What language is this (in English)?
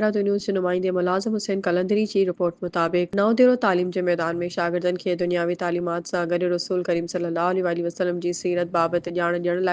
Sindhi